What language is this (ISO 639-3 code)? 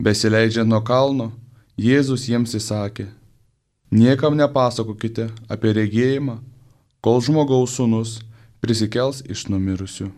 lit